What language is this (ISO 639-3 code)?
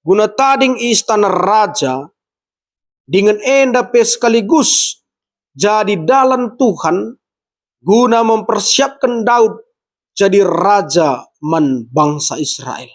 btx